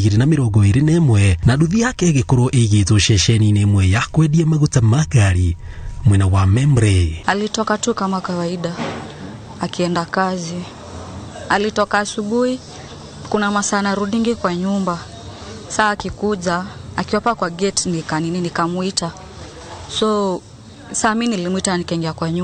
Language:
Kikuyu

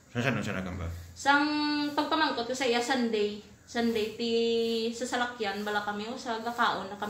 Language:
Hiligaynon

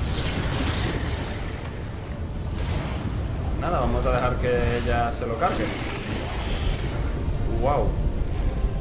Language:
Spanish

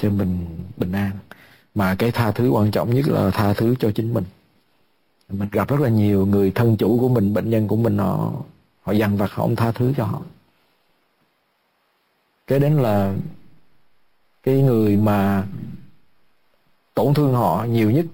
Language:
Vietnamese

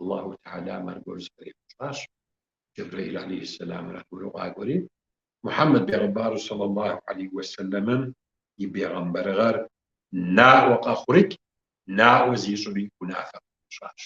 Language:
Kabardian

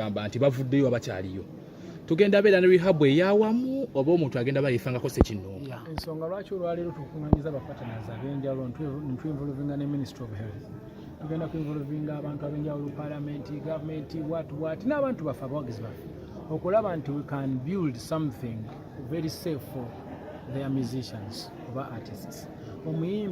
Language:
Ganda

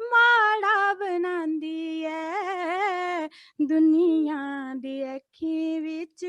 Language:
Dogri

